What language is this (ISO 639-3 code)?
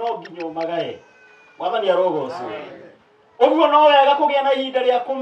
kik